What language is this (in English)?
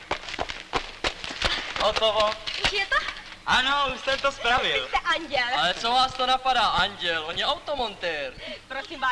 Czech